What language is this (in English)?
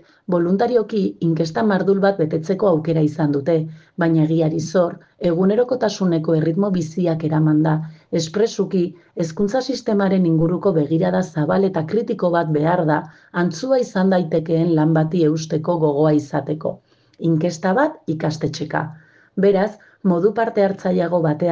Basque